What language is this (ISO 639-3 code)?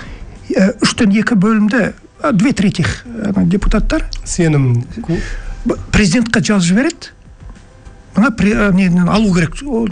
kaz